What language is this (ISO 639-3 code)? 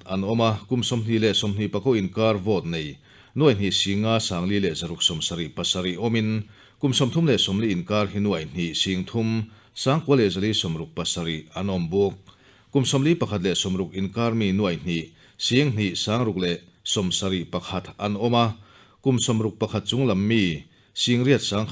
lus